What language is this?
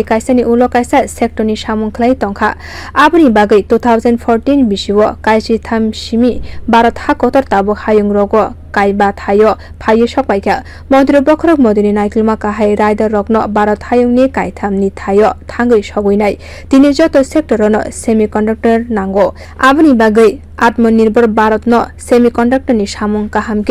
Kok Borok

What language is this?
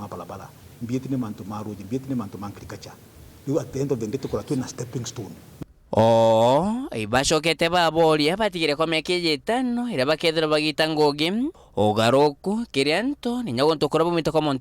Meru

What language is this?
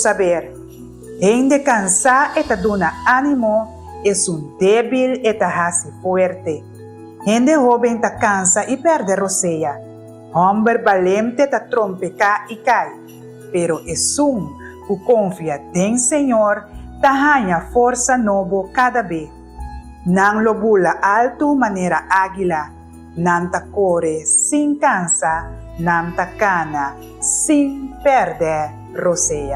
Papiamento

